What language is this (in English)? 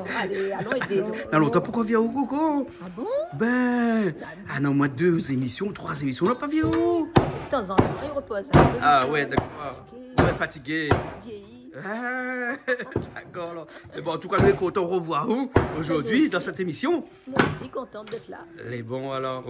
Réunion Creole French